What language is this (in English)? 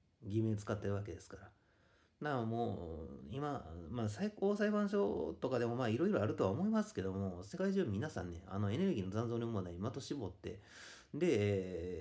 Japanese